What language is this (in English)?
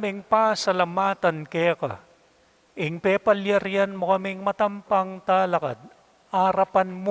Pampanga